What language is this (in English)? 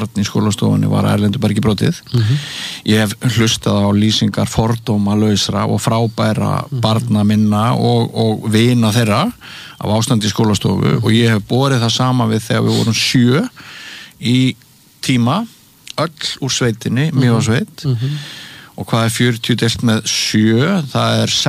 Icelandic